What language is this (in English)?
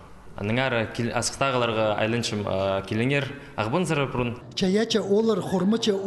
Khakas